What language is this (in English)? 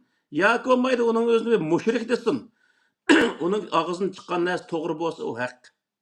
Uyghur